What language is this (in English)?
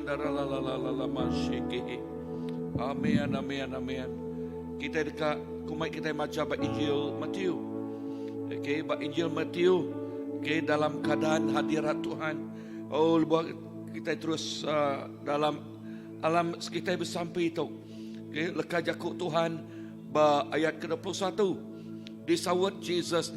Iban